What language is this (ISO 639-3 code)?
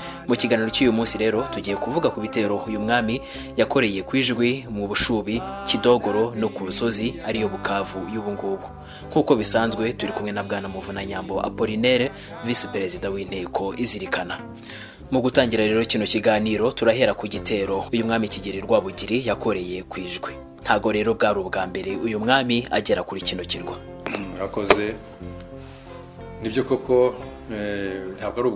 kin